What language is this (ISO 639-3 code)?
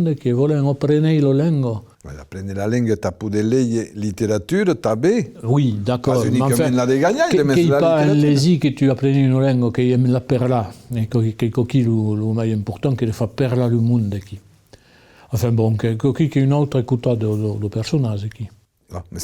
oci